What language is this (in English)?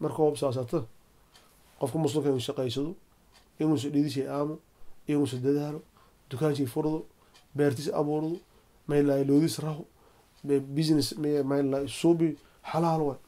Somali